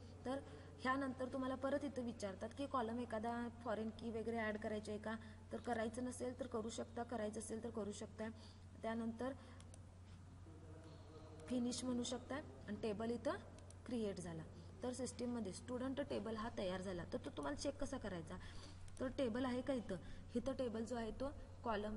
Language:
Marathi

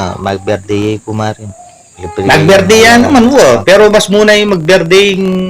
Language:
Pampanga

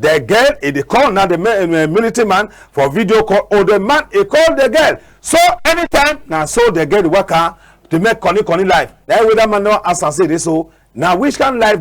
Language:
Cameroon Pidgin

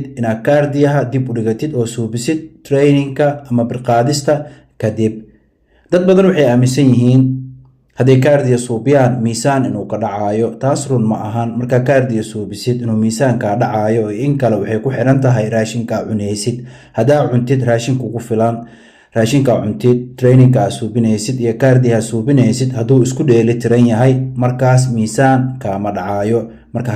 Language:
Somali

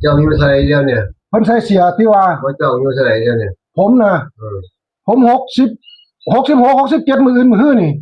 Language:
Northeastern Thai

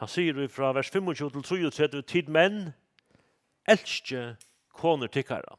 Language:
Faroese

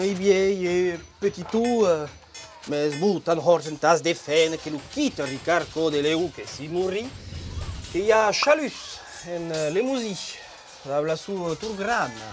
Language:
Occitan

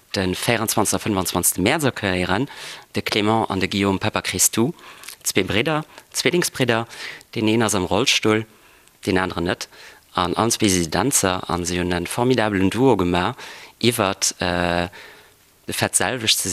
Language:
Luxembourgish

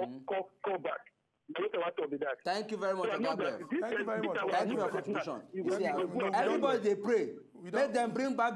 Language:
Nigerian Pidgin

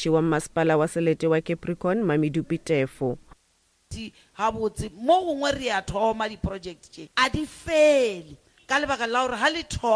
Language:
Northern Sotho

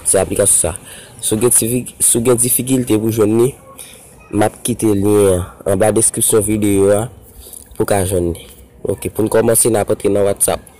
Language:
Haitian Creole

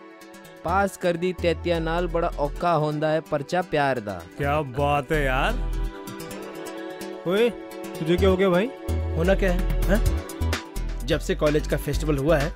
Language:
Hindi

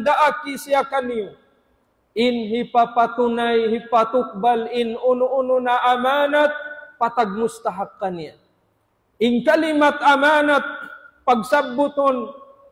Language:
Tausug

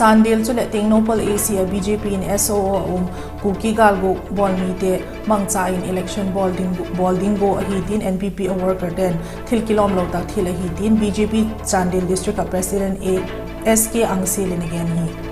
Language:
Vaiphei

